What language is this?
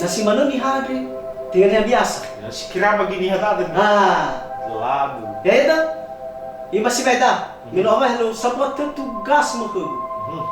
Nias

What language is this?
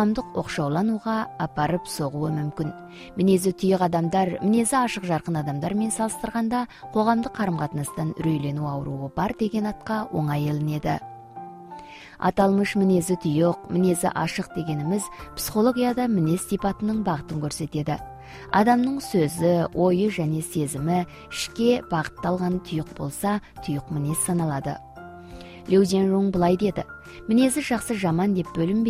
Kazakh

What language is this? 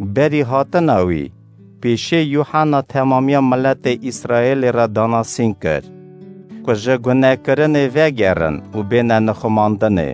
Kurdish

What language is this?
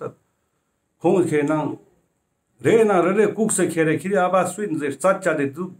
Ladakhi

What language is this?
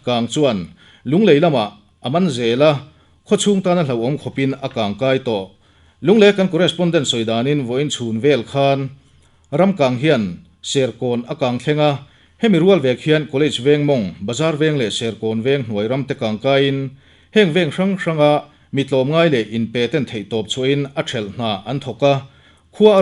Mizo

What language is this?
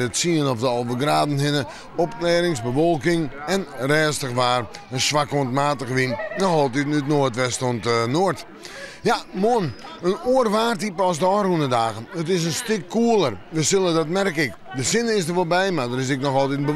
Western Frisian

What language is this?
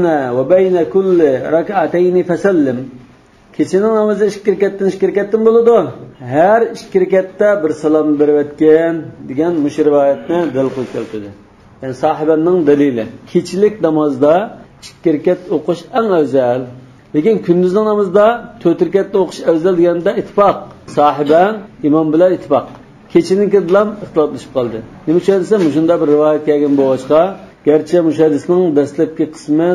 Uyghur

